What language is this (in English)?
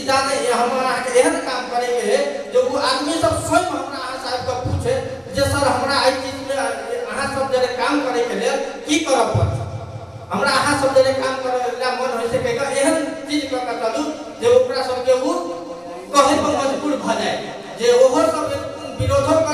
Maithili